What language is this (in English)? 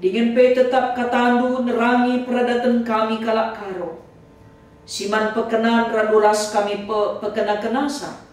Batak Karo